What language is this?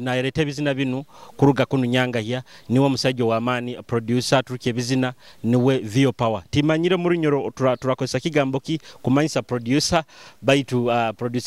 Nyoro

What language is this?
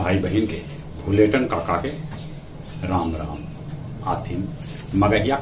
Magahi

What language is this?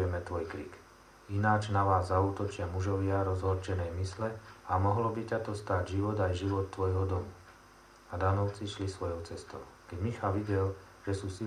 Slovak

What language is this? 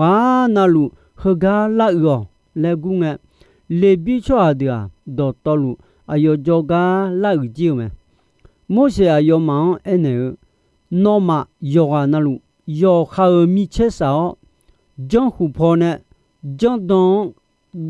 Akha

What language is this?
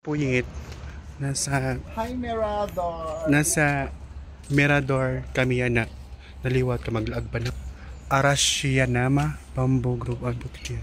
Waray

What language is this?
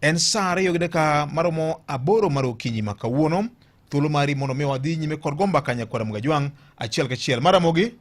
Luo (Kenya and Tanzania)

